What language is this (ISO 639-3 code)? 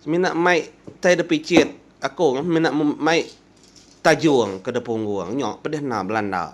iba